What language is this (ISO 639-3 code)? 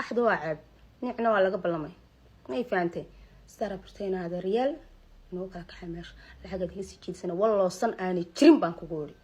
som